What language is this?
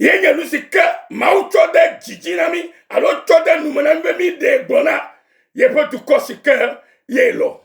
Ewe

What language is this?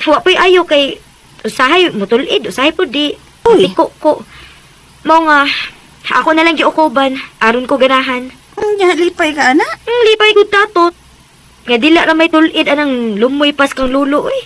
Cebuano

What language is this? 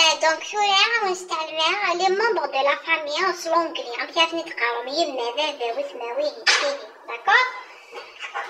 Kabyle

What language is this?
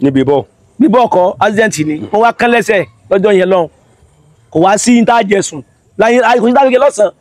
Yoruba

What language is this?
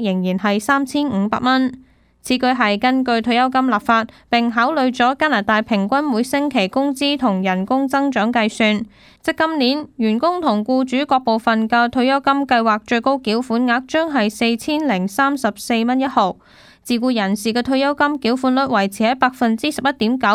Cantonese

